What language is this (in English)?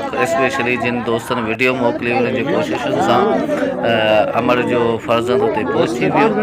Sindhi